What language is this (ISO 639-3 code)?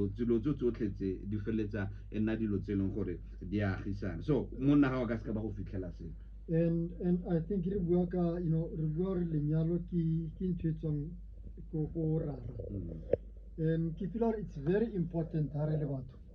tsn